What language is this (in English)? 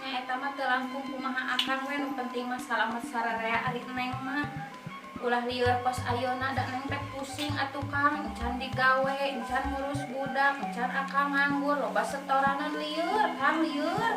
Sundanese